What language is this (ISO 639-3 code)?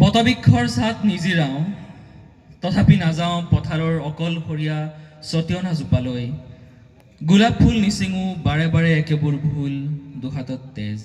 asm